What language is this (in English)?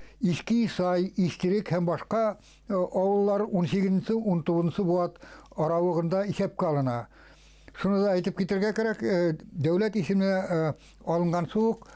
Bashkir